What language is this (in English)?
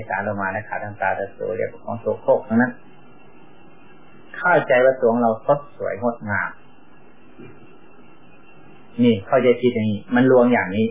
Thai